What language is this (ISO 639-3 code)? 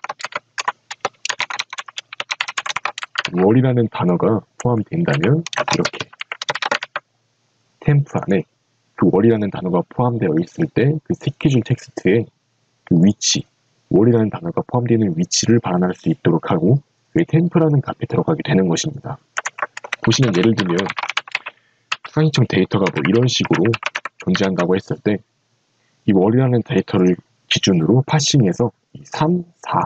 kor